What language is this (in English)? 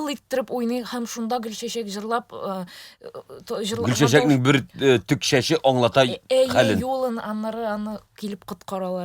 Tatar